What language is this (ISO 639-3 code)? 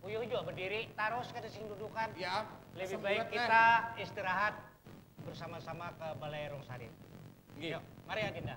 bjn